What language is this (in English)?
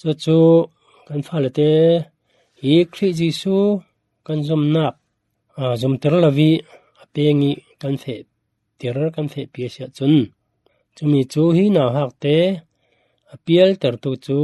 Falam Chin